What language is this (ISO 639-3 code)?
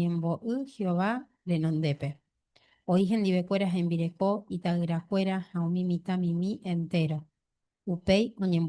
grn